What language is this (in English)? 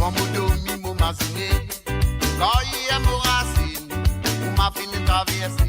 Morisyen